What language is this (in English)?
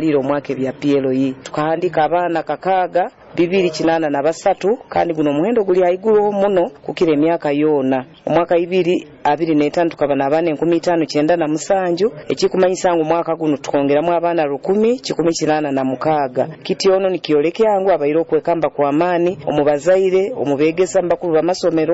Nyoro